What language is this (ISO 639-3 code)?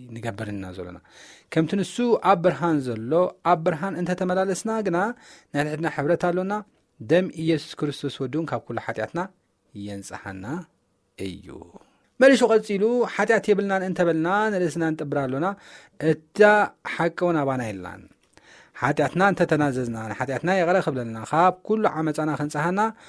tir